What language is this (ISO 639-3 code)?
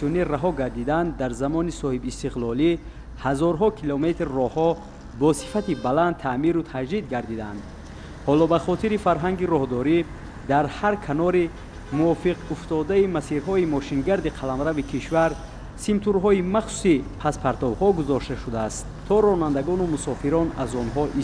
tgk